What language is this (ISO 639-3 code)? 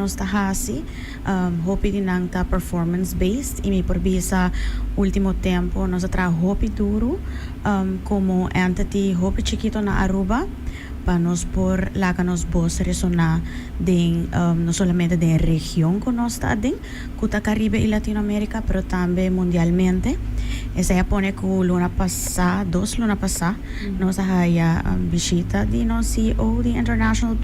pap